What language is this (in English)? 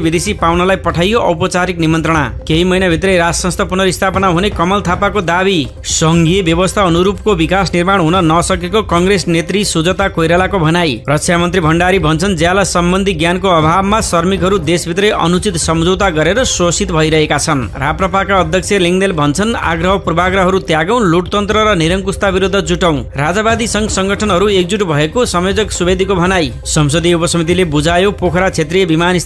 Nepali